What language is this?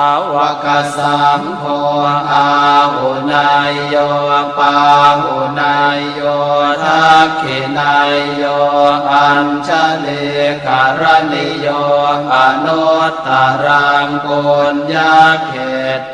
Pali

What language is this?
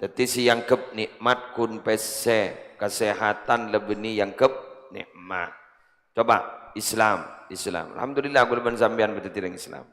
Madurese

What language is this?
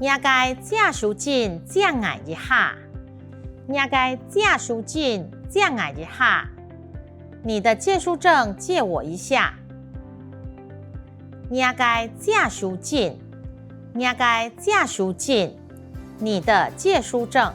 Hakka Chinese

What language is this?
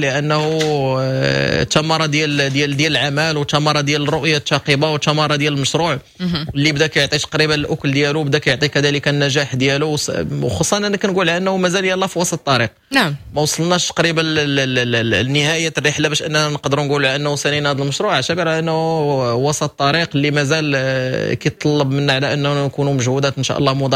Moroccan Arabic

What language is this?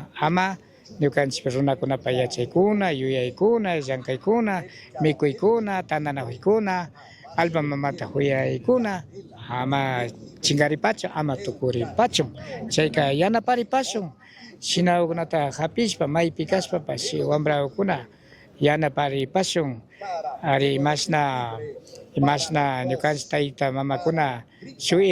Chimborazo Highland Quichua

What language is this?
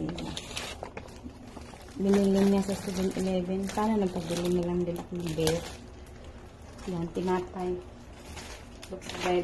Filipino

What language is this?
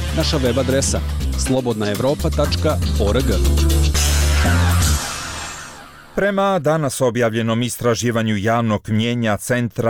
Bosnian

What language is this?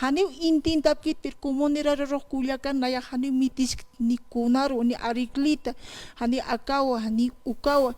Aymara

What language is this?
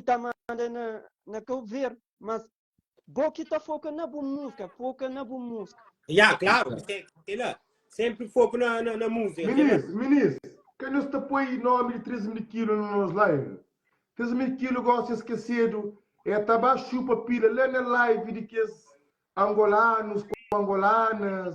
Kabuverdianu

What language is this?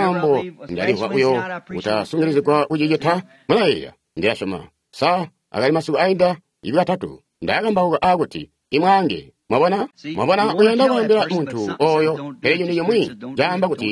Tonga (Zambia)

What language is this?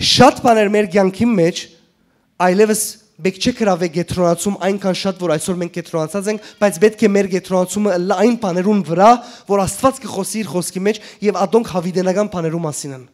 Western Armenian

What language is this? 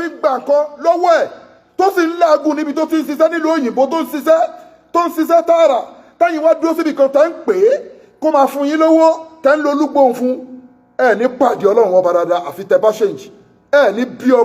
Yoruba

